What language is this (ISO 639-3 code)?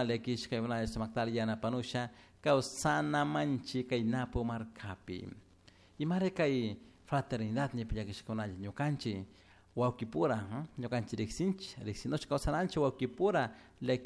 qug